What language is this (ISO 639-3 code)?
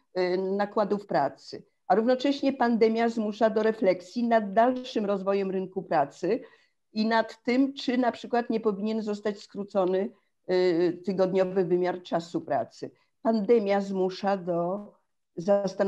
pol